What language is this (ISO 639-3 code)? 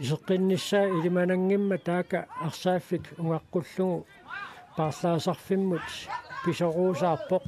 kal